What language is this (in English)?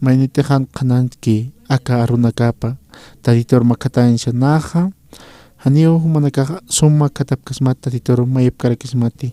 Aymara